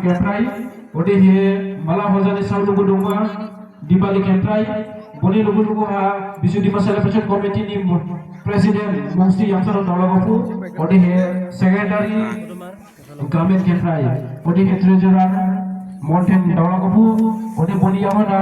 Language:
Dimasa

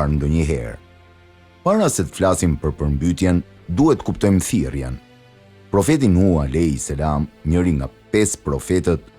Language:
Albanian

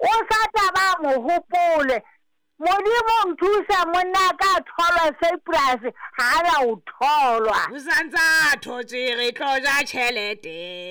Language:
Southern Sotho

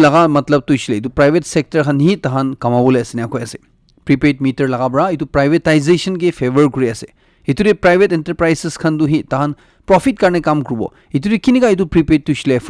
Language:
Naga Pidgin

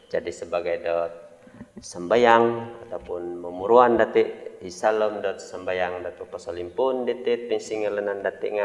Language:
Central Dusun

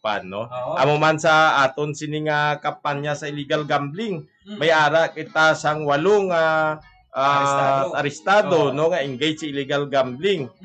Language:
Hiligaynon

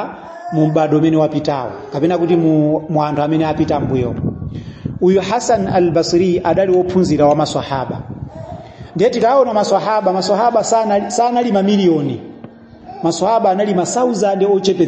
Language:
Nyanja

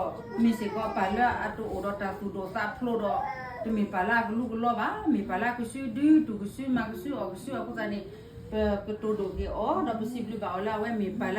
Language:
S'gaw Karen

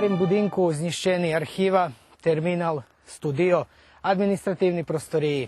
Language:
Rusyn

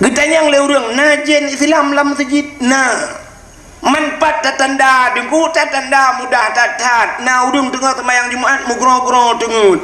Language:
Achinese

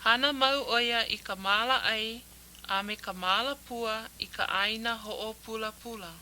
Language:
Hawaiian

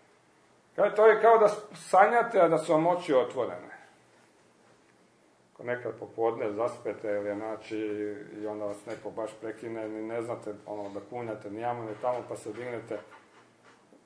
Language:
Croatian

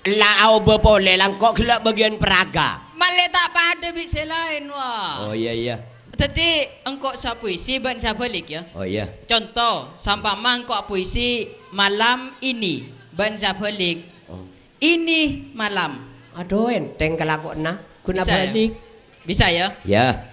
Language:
Madurese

